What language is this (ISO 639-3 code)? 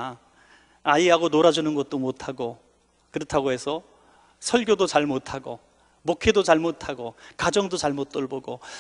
kor